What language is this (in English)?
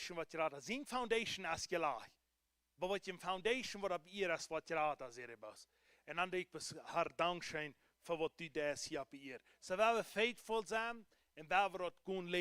Plautdietsch